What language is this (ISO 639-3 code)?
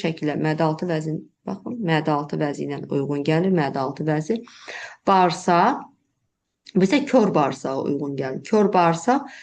aze